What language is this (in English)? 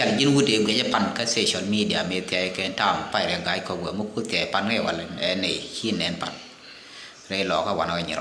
Nuer